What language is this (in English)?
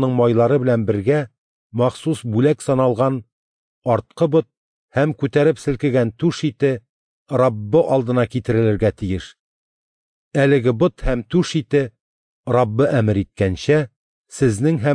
Tatar